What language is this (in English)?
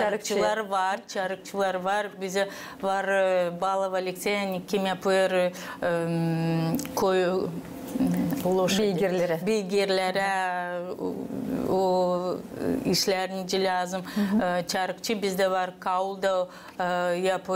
Gagauz